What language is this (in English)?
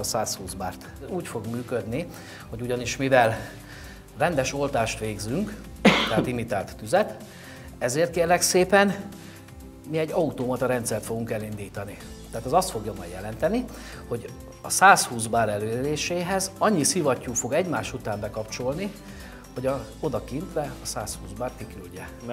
Hungarian